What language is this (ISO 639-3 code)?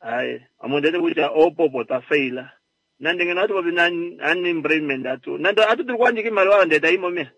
kua